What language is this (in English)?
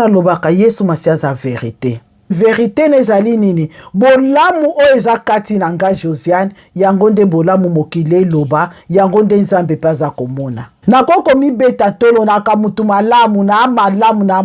Lingala